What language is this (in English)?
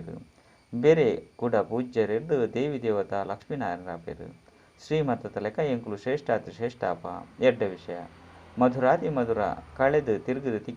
Tulu